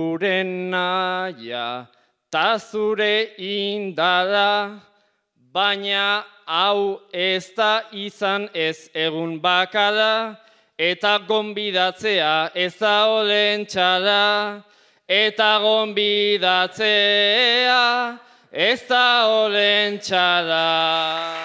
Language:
Basque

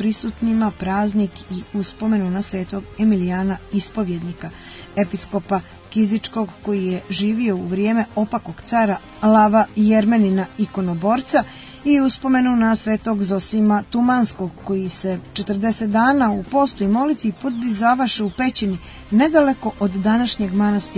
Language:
Serbian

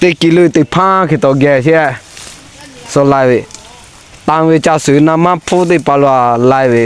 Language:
Lahu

